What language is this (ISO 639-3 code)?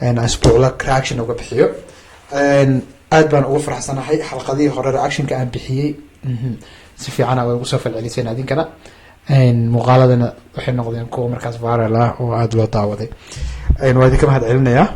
som